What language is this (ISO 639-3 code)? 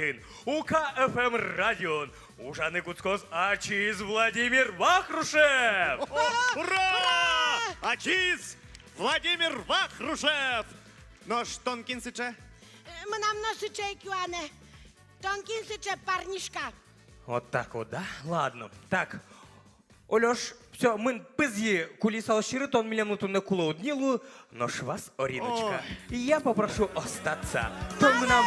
udm